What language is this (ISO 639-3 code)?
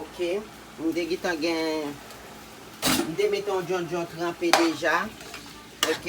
hat